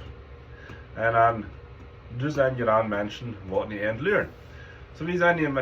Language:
Plautdietsch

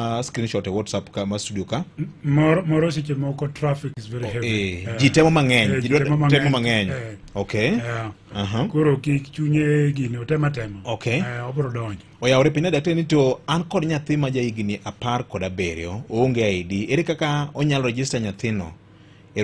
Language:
Luo (Kenya and Tanzania)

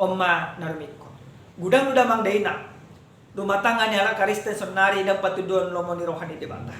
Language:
Batak Toba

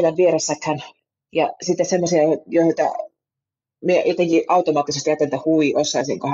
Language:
Finnish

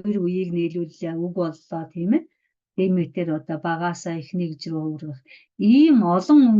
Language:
Mongolian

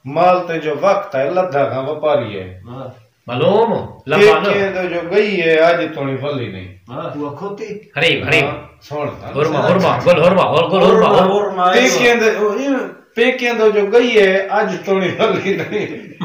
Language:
Saraiki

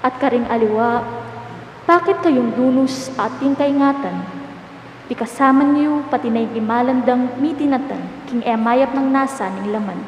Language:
Pampanga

